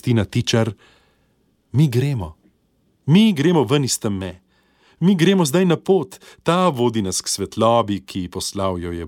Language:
Slovenian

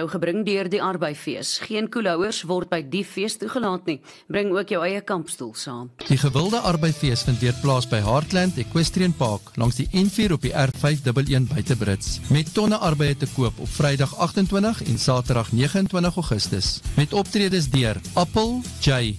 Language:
Afrikaans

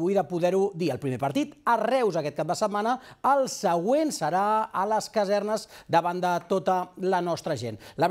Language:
Catalan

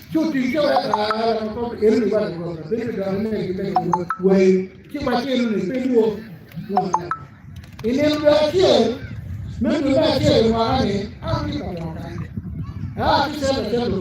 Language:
Acoli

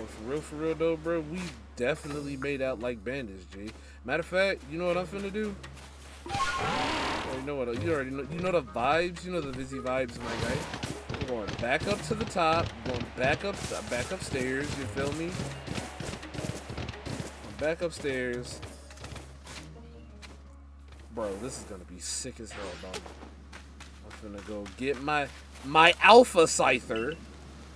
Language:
English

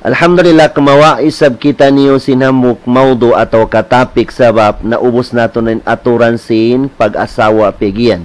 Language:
Tausug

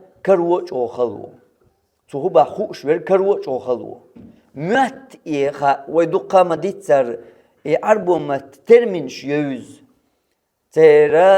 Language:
Chechen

